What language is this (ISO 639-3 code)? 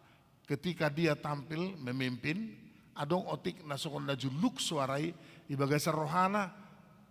bbc